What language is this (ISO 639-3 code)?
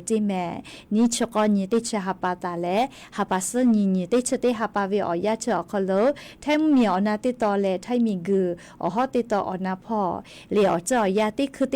lhu